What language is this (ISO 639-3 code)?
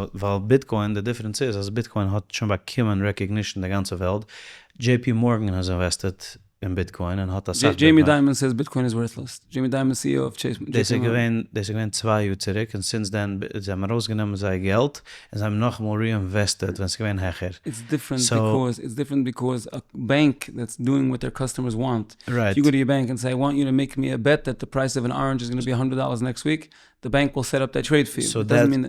yid